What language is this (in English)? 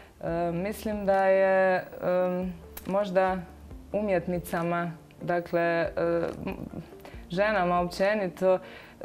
Croatian